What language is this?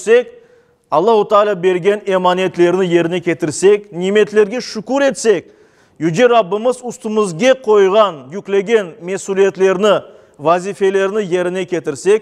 Crimean Tatar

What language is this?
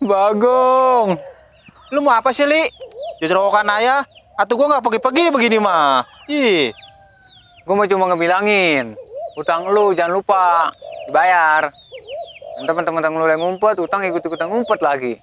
Betawi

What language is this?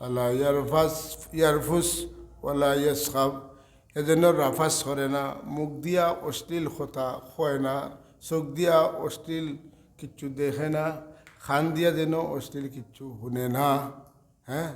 Sylheti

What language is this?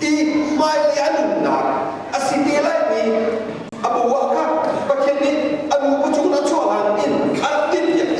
Hakha Chin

